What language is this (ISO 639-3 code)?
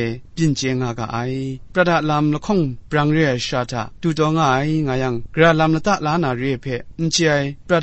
kac